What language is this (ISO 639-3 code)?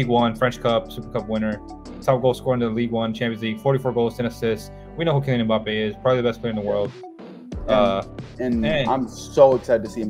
eng